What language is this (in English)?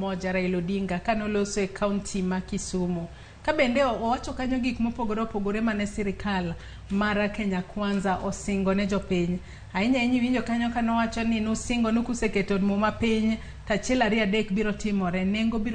Luo (Kenya and Tanzania)